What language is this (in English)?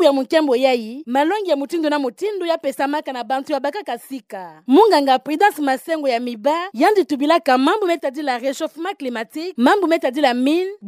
Kituba (Democratic Republic of Congo)